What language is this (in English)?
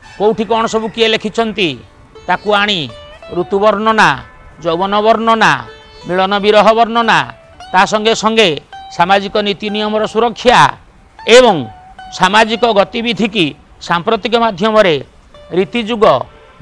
Odia